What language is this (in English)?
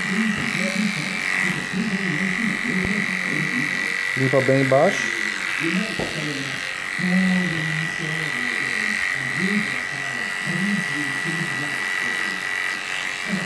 Portuguese